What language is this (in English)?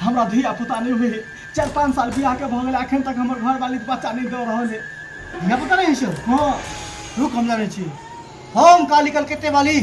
Maithili